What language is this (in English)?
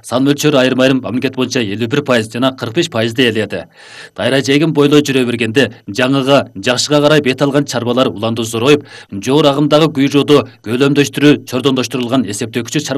Kyrgyz